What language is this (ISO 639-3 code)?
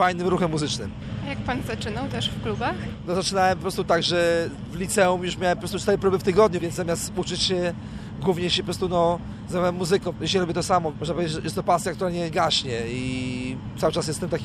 pol